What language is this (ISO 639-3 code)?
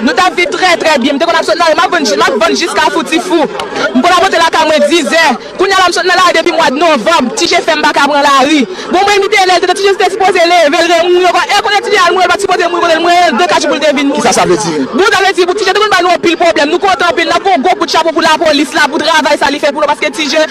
hat